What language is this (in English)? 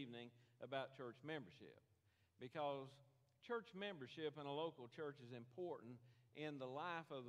English